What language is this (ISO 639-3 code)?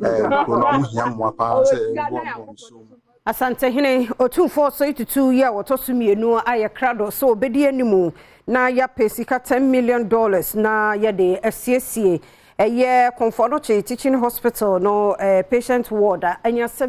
aka